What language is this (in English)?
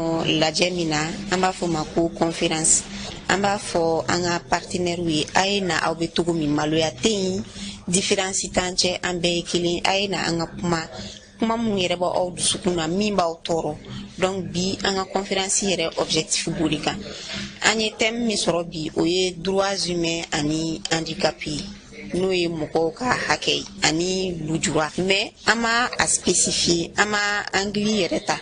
Bambara